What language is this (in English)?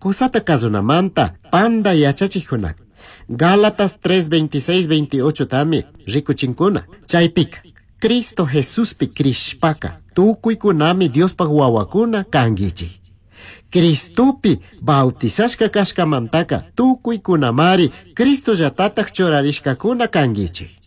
Chimborazo Highland Quichua